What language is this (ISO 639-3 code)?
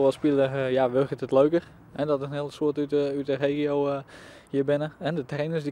fry